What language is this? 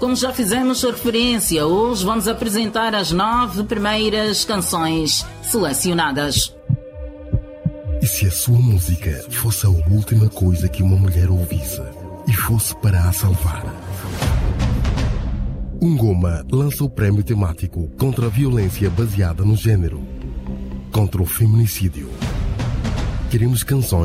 Portuguese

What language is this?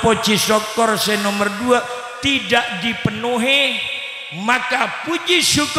Madurese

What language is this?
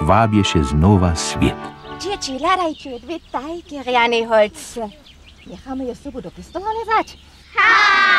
Upper Sorbian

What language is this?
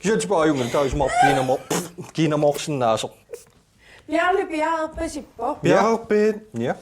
Kalaallisut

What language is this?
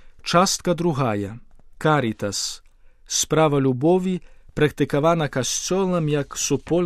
Belarusian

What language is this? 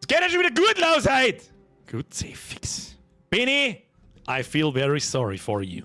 Bavarian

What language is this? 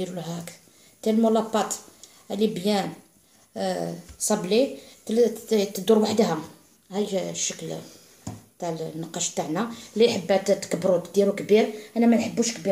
Algerian Arabic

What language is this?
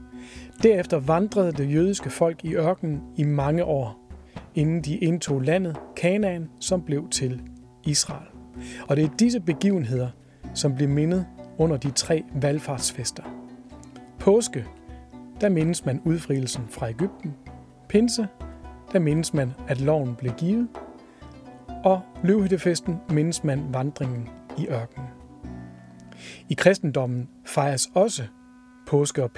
Danish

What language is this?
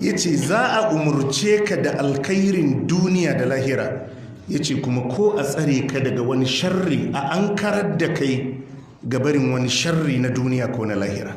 Hausa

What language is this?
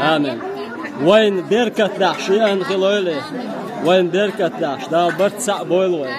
Chechen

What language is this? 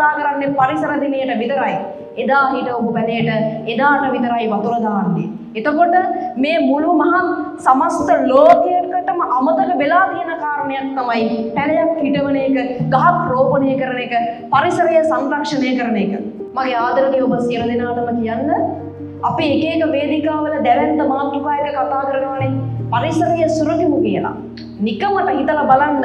Sinhala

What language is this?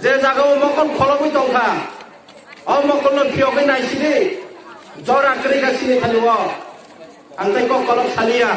Kok Borok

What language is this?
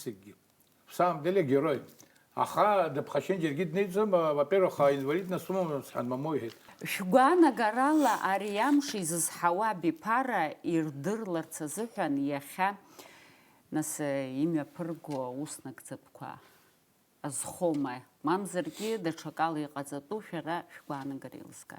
Abkhazian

